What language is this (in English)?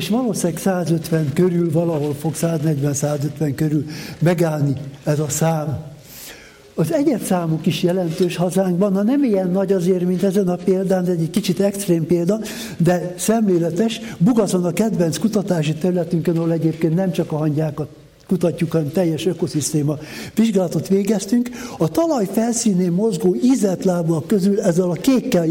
Hungarian